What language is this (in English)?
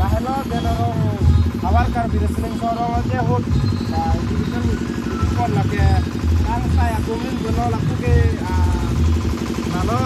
Karbi